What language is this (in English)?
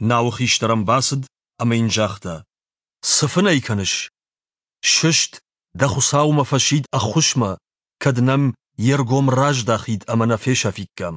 Ossetic